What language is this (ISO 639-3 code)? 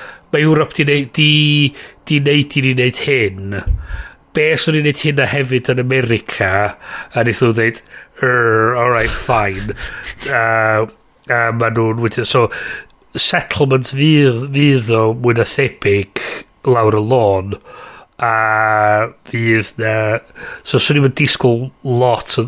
cym